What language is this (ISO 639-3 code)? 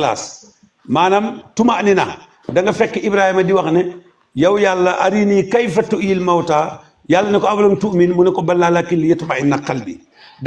wol